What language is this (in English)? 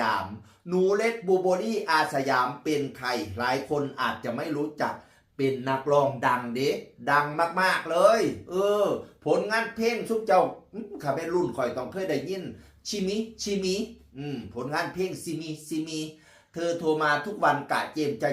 Northeastern Thai